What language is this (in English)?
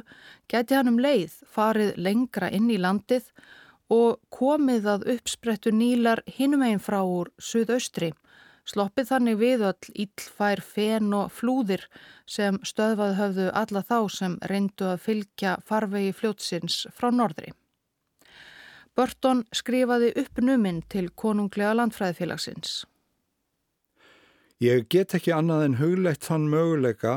Icelandic